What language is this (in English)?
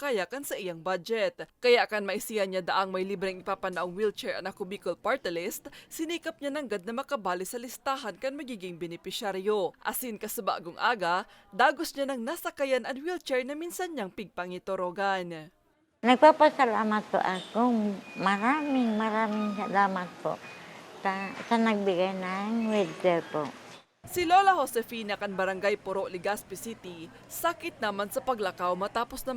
Bikol